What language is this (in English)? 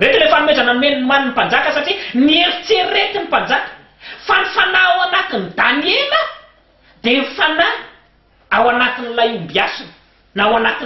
Malagasy